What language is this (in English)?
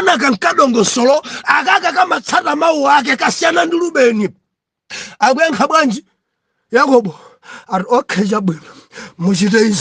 Nyanja